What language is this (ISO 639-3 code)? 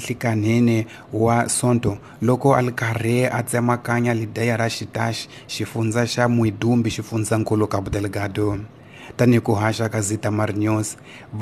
tso